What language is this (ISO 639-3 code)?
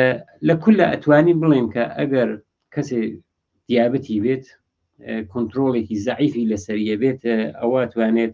ckb